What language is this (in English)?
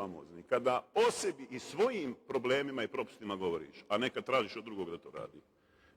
Bosnian